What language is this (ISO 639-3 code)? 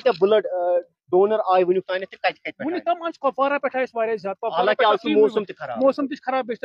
kas